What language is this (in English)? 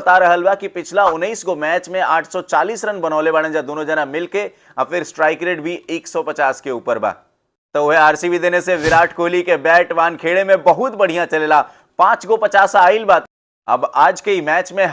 Bhojpuri